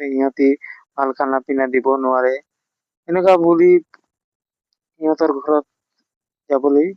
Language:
Assamese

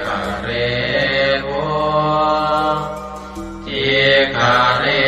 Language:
Pali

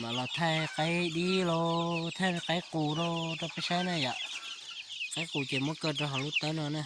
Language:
Hmong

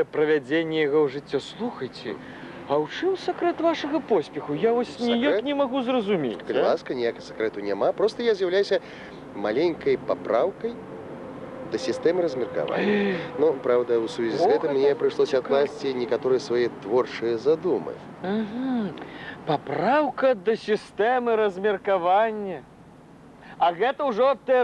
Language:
Belarusian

